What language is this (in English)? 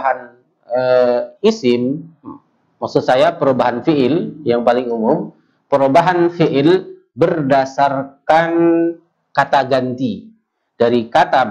Indonesian